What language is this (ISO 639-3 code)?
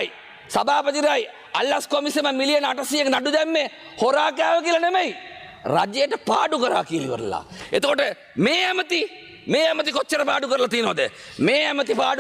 sin